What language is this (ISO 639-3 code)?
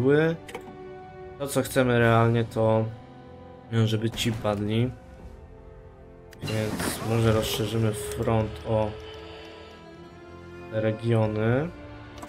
pol